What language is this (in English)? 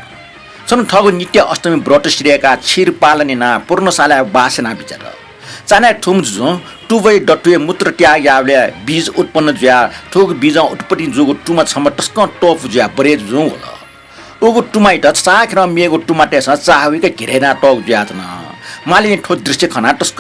Newari